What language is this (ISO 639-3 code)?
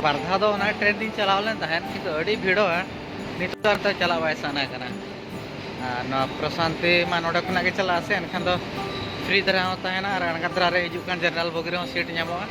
sat